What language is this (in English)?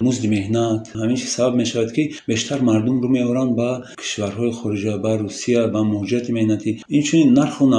Tajik